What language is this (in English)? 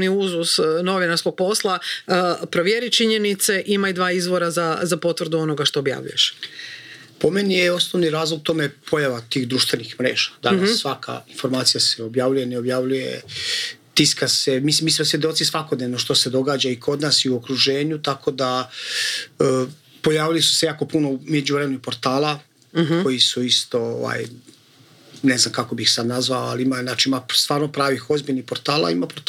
Croatian